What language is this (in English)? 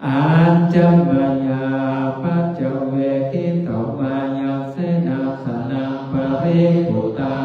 Pali